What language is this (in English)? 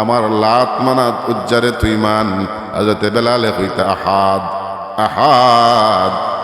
Sylheti